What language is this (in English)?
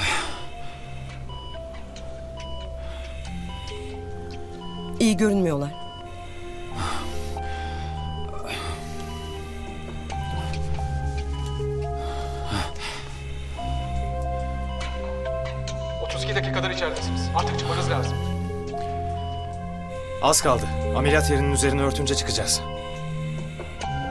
Turkish